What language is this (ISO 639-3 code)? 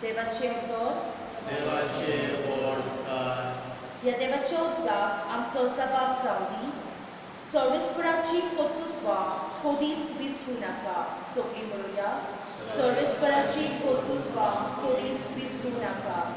kok